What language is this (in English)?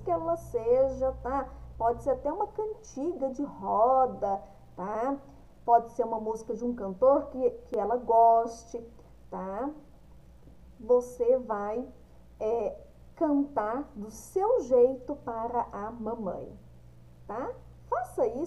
Portuguese